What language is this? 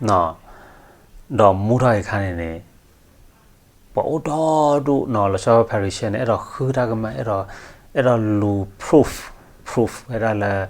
S'gaw Karen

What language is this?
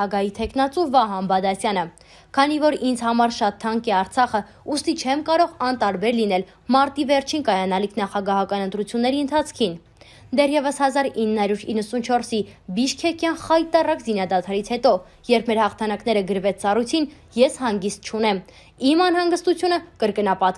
Armenian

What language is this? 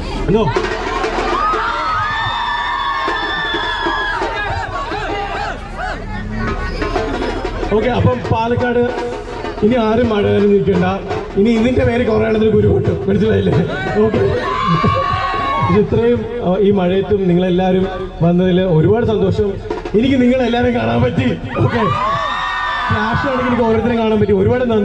Malayalam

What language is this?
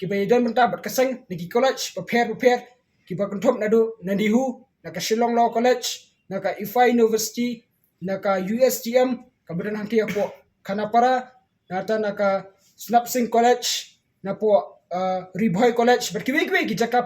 Khasi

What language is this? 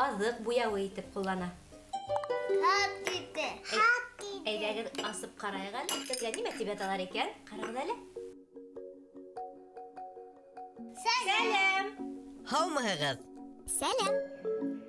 Bashkir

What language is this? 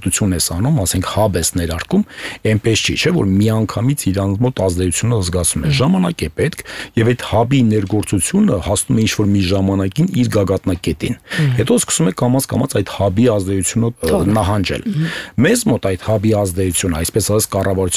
Armenian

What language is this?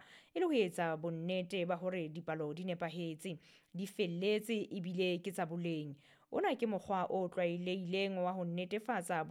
Southern Sotho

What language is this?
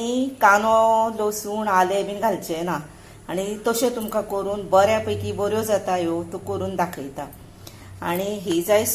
Konkani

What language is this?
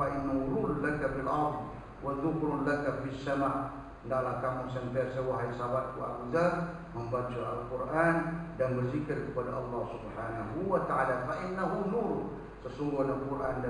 Malay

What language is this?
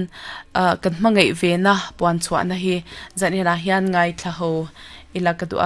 Mizo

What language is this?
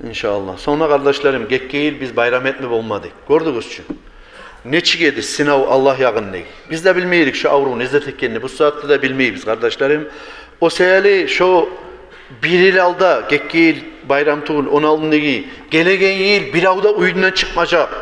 Kumyk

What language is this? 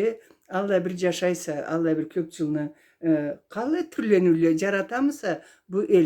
Karachay-Balkar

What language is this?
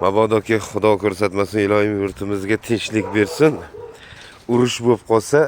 Uzbek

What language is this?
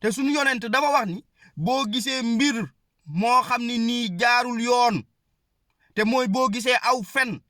Wolof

